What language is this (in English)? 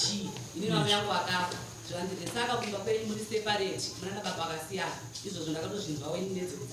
Shona